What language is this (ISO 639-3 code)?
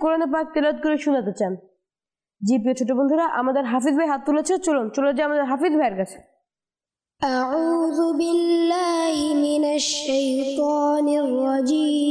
ben